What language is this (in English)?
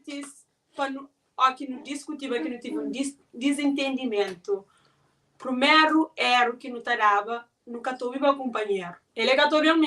Kabuverdianu